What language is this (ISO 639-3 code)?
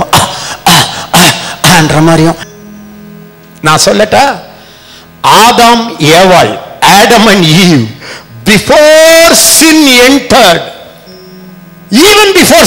tam